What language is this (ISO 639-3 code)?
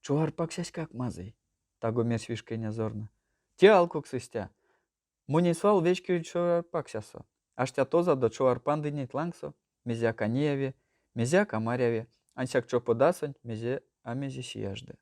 myv